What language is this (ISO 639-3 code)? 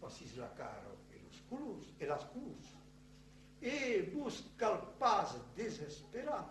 oci